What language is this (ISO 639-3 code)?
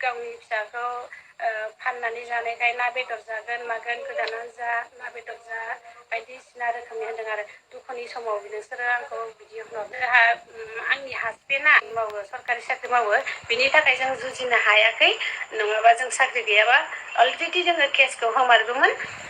brx